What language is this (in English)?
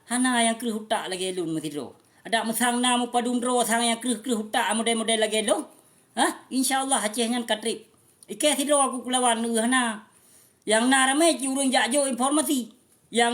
Achinese